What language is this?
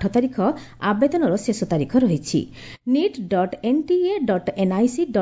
Odia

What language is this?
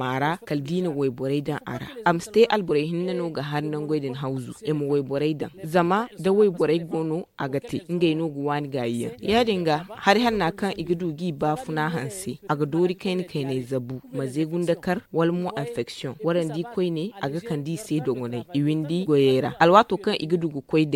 Zarma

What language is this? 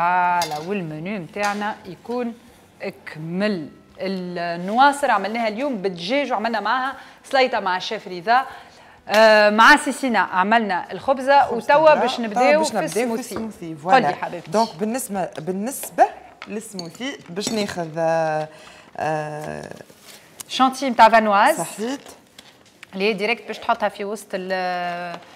Tunisian Arabic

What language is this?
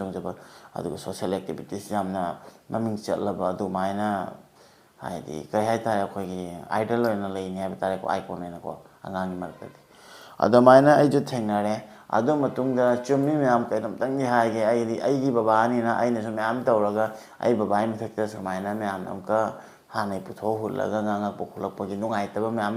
Manipuri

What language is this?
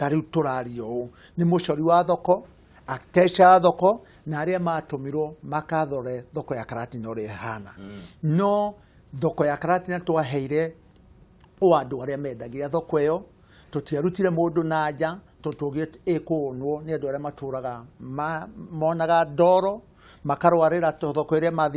Kikuyu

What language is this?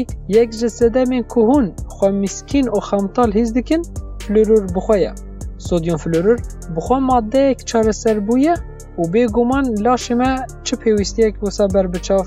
Kurdish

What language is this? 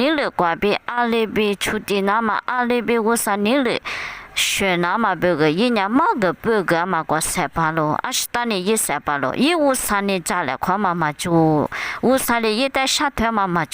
Lisu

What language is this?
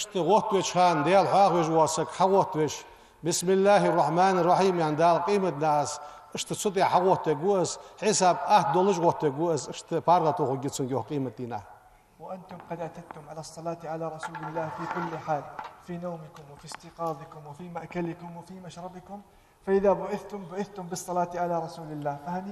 Ingush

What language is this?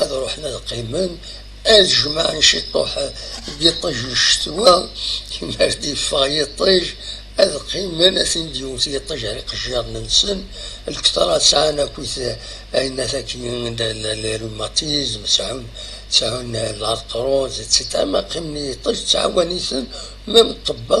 Kabyle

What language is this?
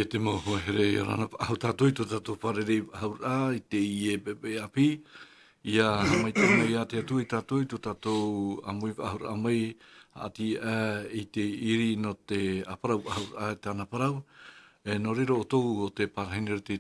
Tahitian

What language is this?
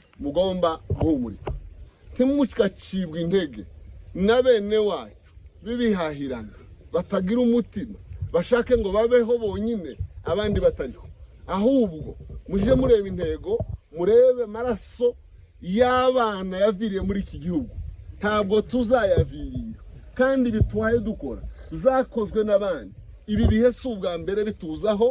Kinyarwanda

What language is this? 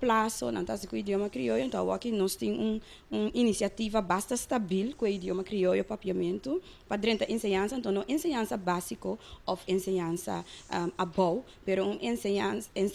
Papiamento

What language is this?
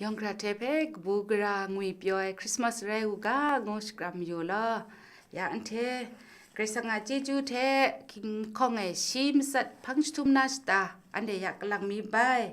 Kachin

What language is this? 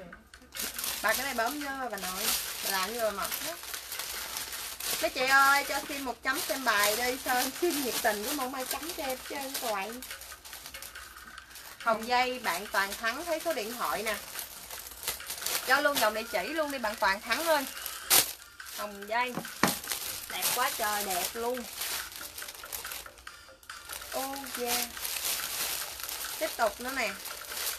Vietnamese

